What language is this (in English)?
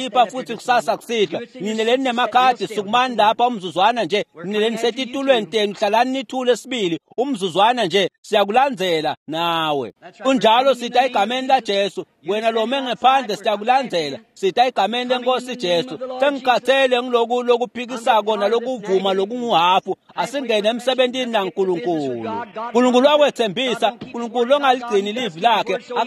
Swati